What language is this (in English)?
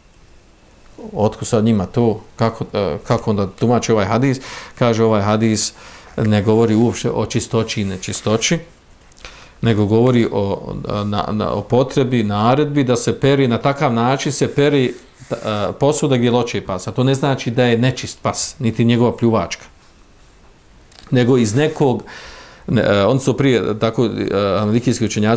Bosnian